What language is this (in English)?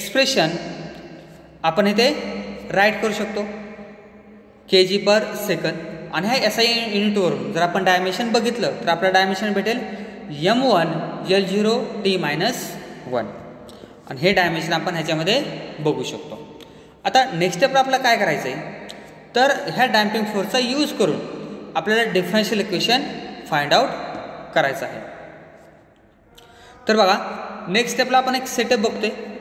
Marathi